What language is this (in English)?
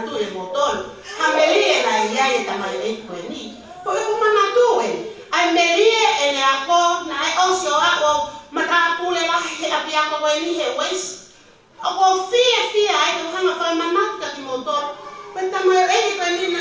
Tongan